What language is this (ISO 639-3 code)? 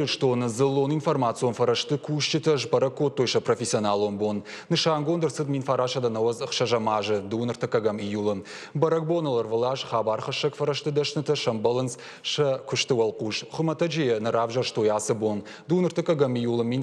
oss